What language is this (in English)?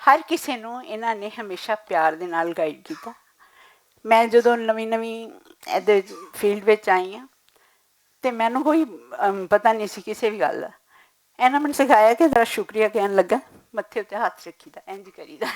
Western Panjabi